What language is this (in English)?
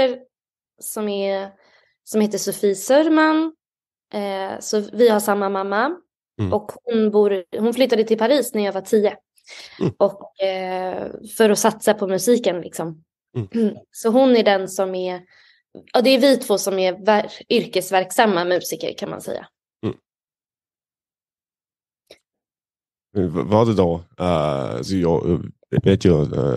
Swedish